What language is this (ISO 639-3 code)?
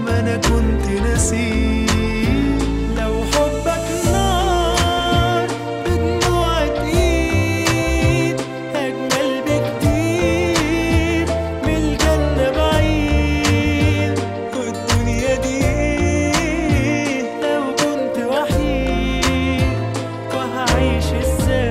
arz